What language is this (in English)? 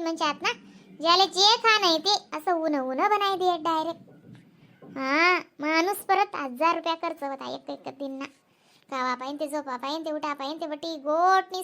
Khandesi